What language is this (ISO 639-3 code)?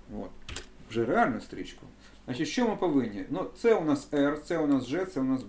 ukr